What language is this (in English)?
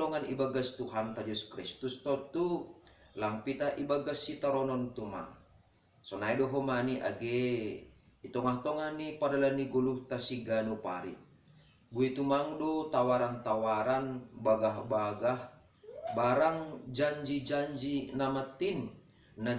Batak Simalungun